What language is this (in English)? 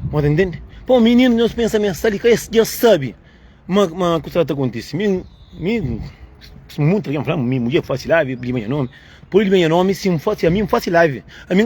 Kabuverdianu